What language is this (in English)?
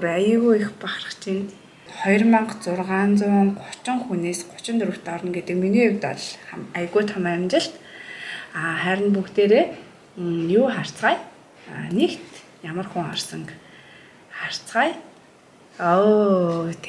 Mongolian